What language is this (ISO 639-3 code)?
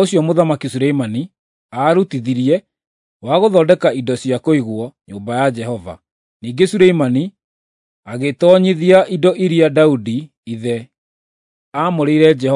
kik